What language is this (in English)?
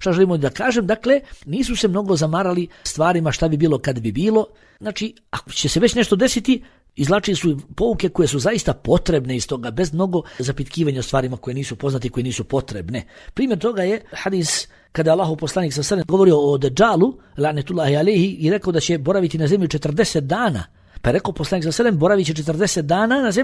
Bosnian